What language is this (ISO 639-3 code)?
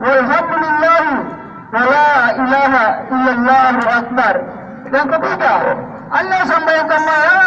mak